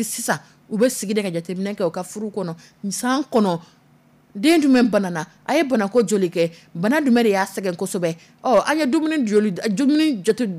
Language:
Dyula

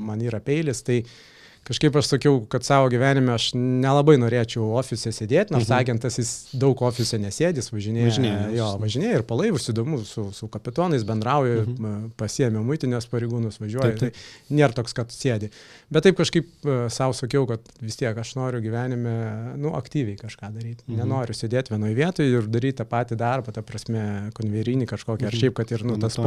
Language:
Lithuanian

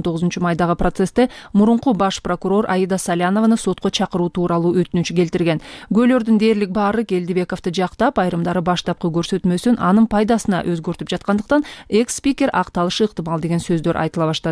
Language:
Kyrgyz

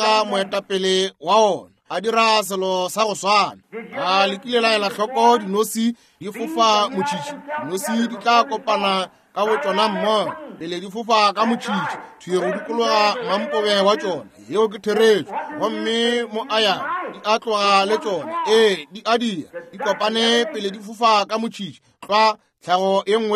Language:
Northern Sotho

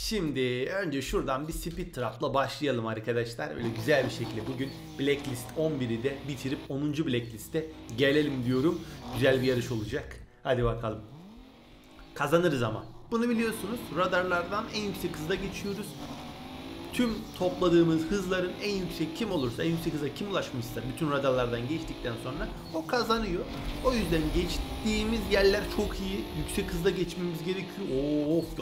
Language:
Turkish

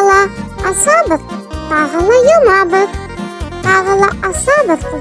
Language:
Bashkir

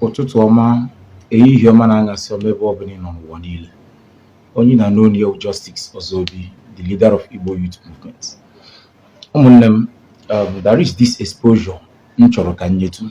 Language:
Igbo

